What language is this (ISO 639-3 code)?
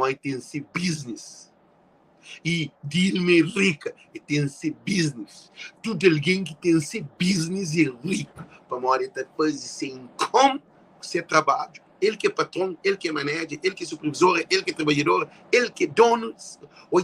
kea